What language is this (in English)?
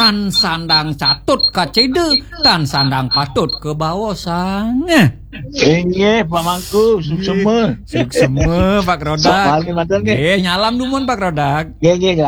Balinese